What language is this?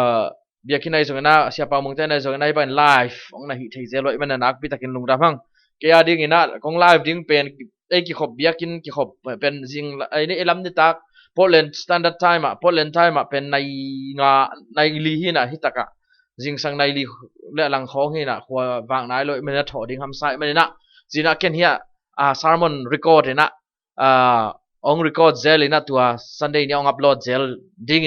Tedim Chin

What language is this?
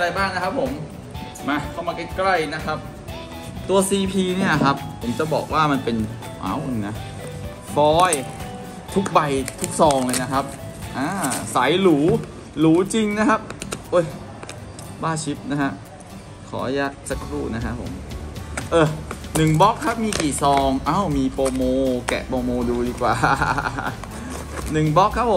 Thai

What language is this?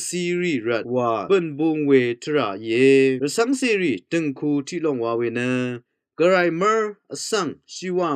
Rawang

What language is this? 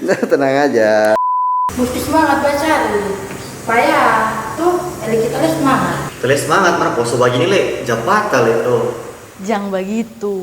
Manado Malay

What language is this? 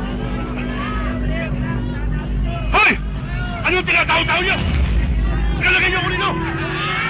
Filipino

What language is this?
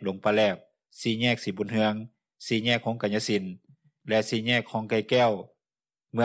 Lao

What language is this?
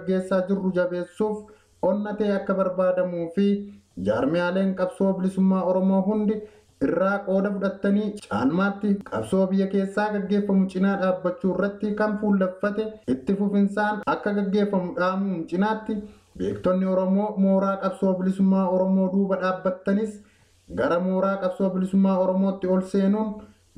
Oromo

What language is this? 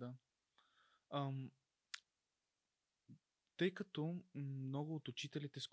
Bulgarian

